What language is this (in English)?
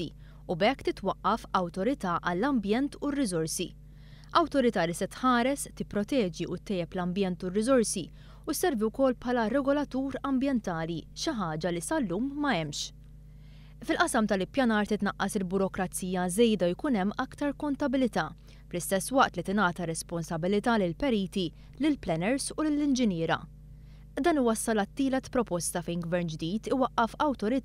Maltese